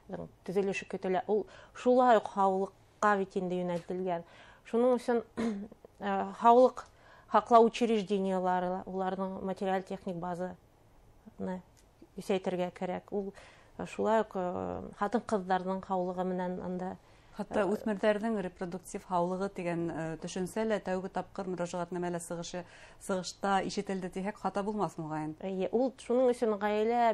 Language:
Bashkir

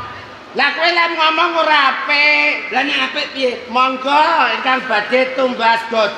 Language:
Javanese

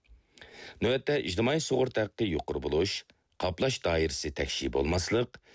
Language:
Uyghur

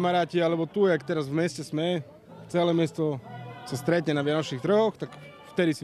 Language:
Slovak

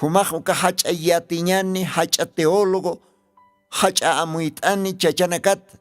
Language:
Aymara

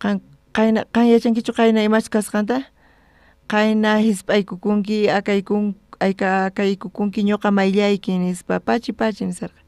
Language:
South Bolivian Quechua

